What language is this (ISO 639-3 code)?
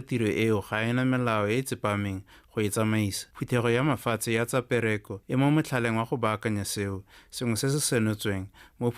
tsn